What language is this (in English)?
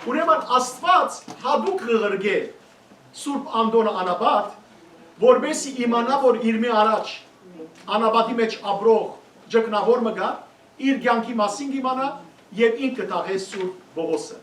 Western Armenian